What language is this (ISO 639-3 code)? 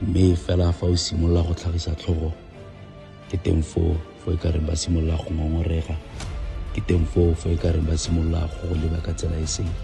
tsn